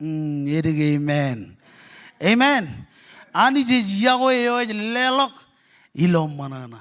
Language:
Marshallese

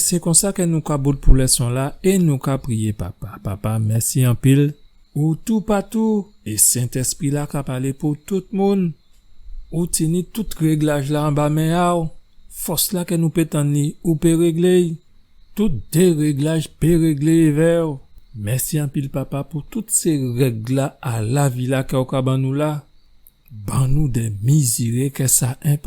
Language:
Guadeloupean Creole French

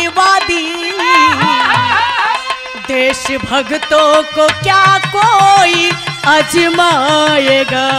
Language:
Bhojpuri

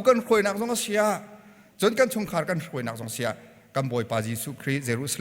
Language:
Hakha Chin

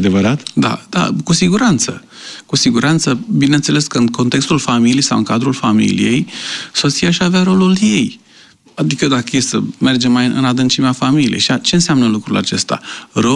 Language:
Romanian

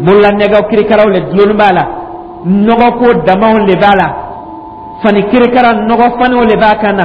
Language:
Dyula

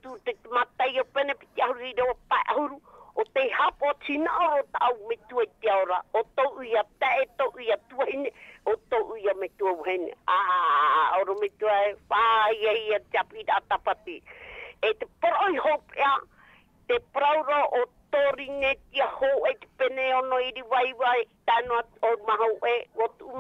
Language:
Tahitian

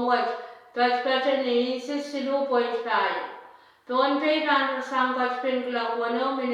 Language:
Pohnpeian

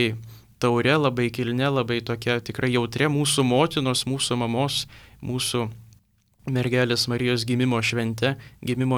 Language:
Lithuanian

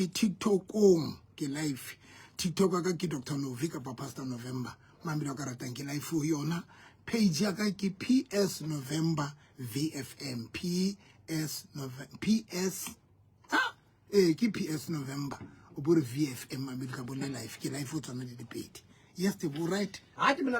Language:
Southern Sotho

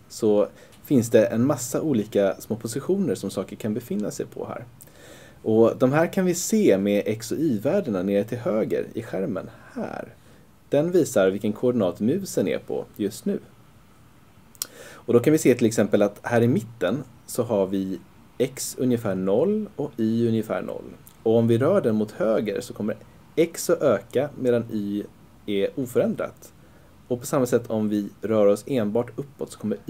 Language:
Swedish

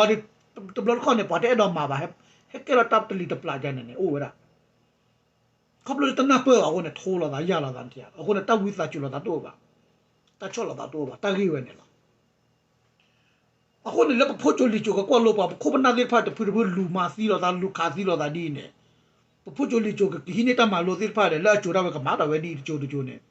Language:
S'gaw Karen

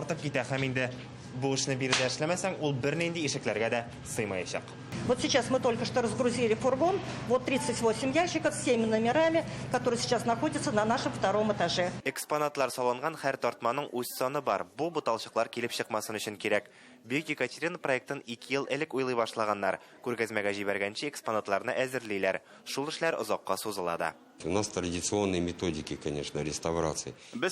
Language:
Tatar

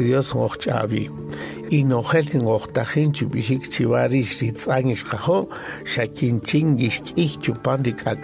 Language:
Kaqchikel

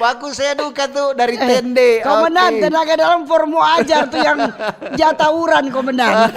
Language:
Manado Malay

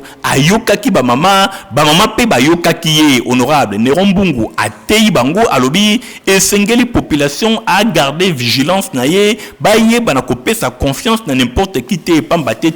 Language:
Lingala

